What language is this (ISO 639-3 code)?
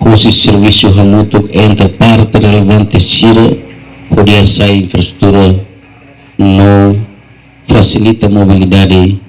tet